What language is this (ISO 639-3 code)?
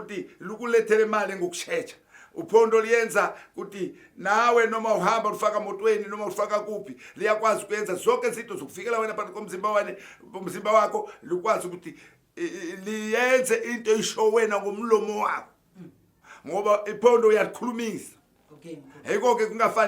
zul